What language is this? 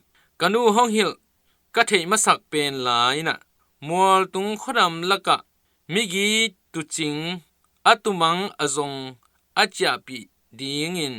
Tedim Chin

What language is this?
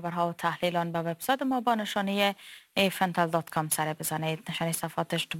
Persian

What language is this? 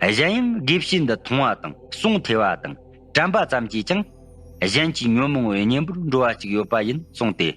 Tibetan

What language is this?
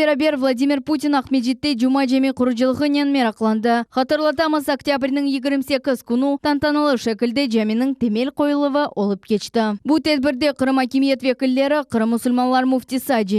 Crimean Tatar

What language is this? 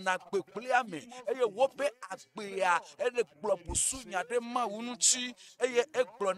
Ewe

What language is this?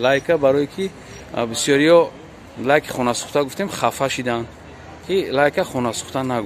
Tajik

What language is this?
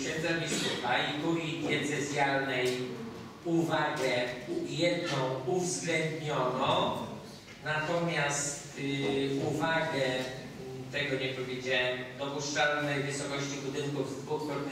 Polish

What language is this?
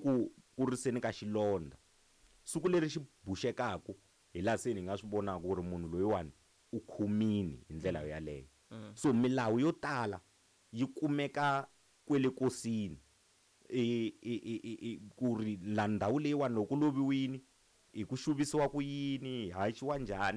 Tsonga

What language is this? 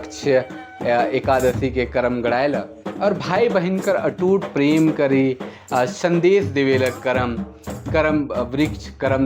Sadri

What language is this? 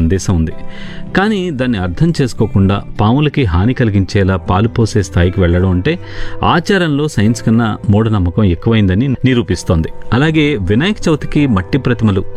Telugu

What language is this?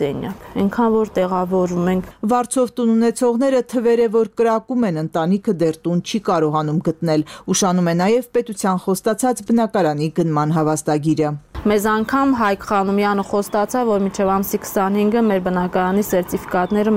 Armenian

